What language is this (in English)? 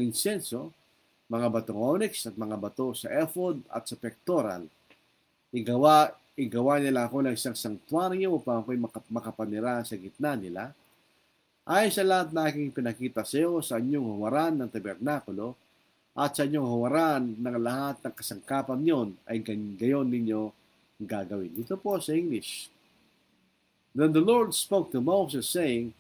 Filipino